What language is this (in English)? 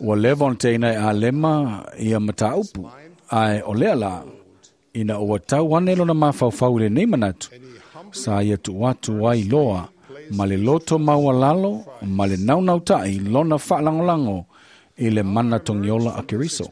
Samoan